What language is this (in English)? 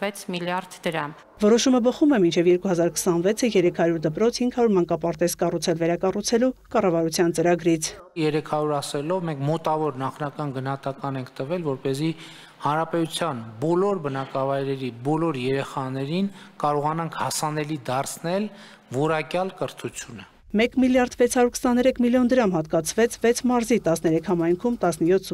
Armenian